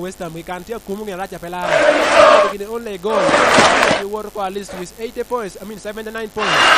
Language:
Lango (Uganda)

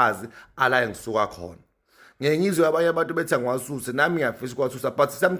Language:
Zulu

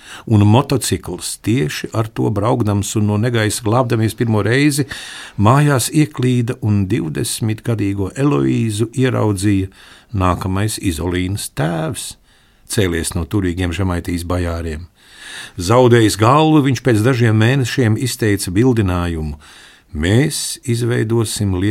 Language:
Latvian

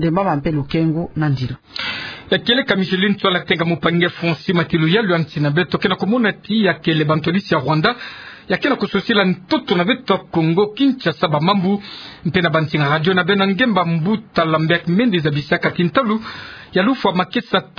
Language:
Kituba (Democratic Republic of Congo)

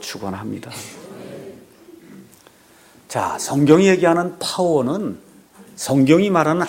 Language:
Korean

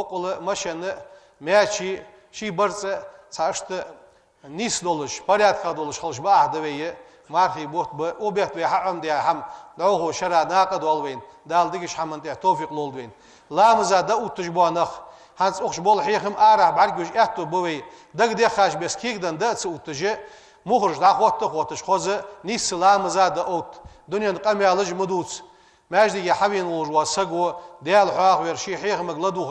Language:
Ingush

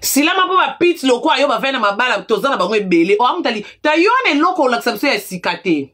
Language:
Lingala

